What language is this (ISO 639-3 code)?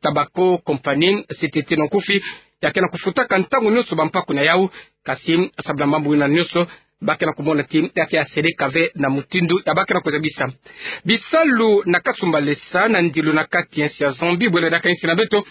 ktu